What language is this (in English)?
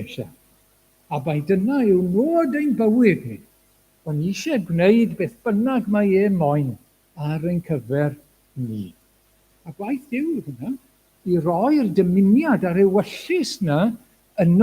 Welsh